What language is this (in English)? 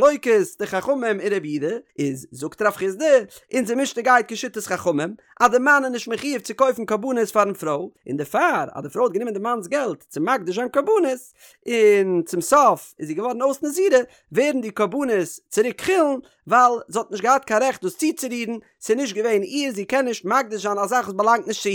Yiddish